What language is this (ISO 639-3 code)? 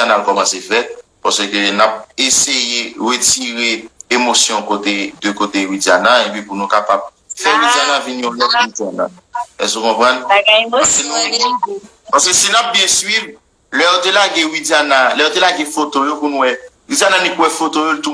hat